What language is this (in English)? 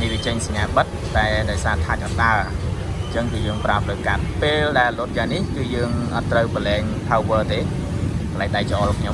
Khmer